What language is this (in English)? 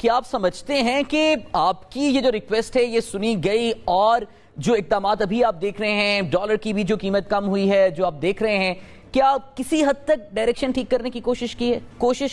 Urdu